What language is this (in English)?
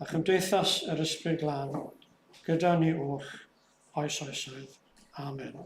Welsh